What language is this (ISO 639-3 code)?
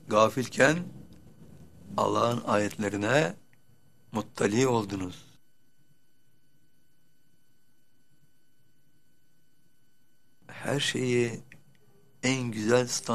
tur